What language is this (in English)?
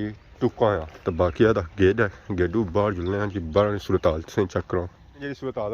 Pahari-Potwari